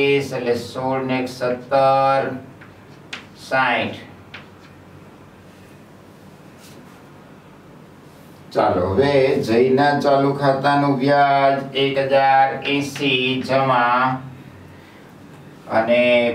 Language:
Gujarati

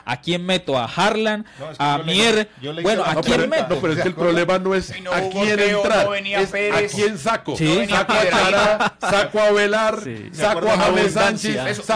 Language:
Spanish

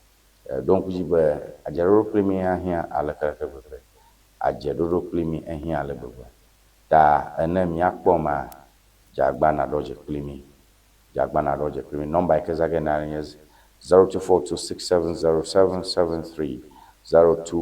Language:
Ewe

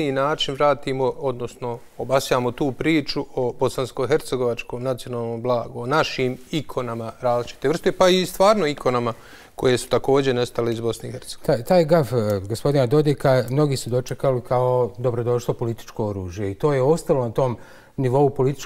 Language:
Bosnian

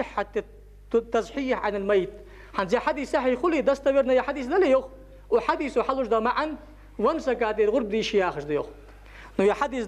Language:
Ingush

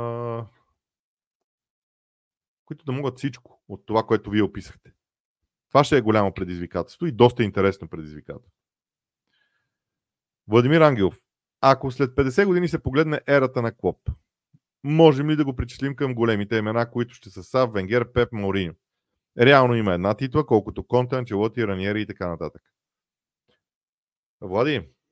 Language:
Bulgarian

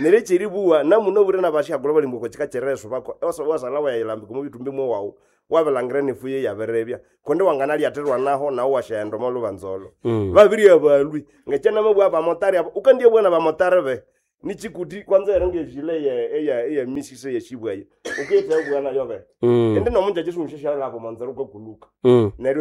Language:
Nande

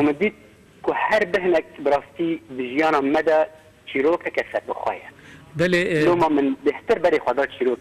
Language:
Kurdish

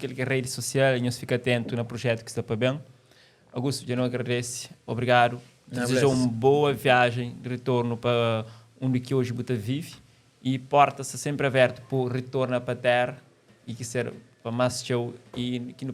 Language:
Kabuverdianu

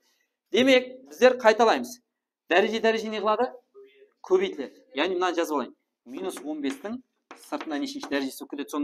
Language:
Kara-Kalpak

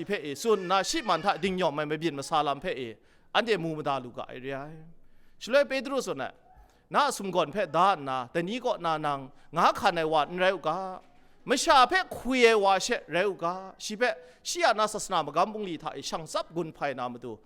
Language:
Kachin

